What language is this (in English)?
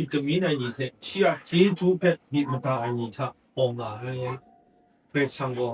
Kachin